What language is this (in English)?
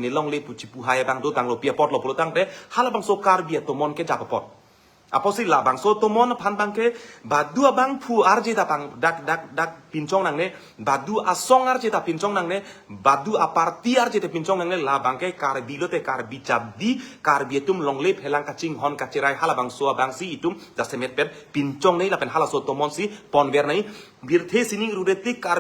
Karbi